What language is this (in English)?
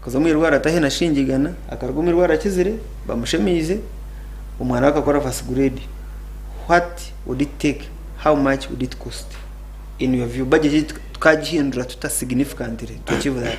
Nyankole